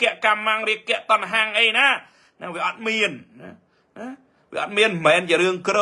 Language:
Khmer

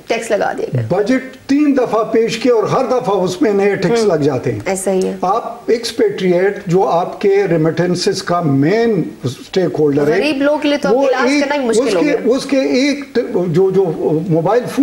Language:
Urdu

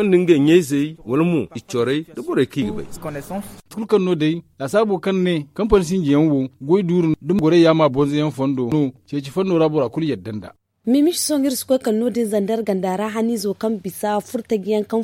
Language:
Zarma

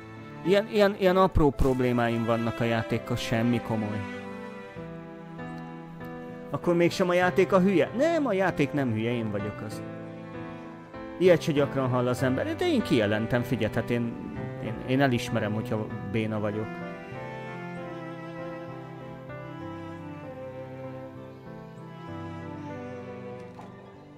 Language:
Hungarian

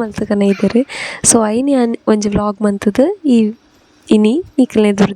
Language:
Tulu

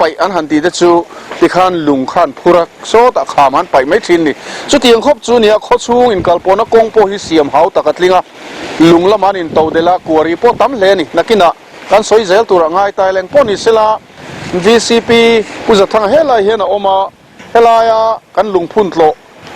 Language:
Mizo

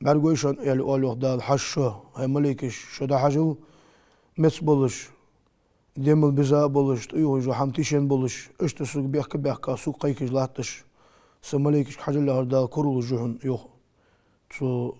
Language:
Ingush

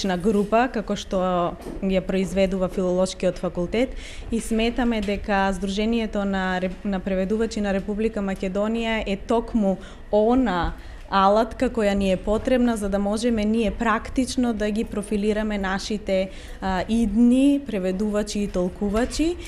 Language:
Macedonian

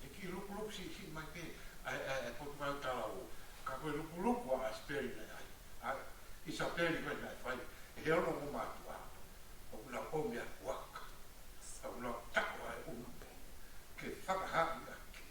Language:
Tongan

